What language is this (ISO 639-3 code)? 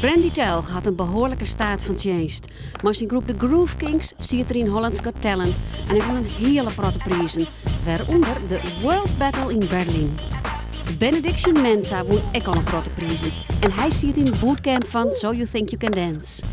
fry